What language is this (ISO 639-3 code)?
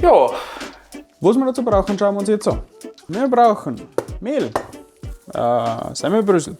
bar